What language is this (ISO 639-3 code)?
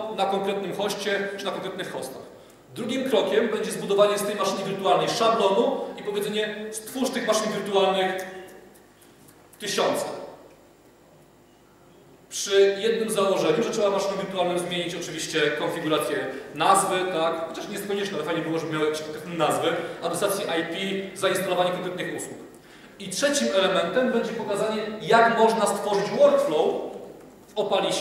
pol